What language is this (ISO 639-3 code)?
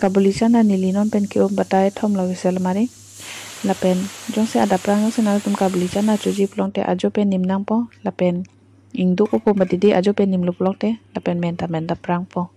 mjw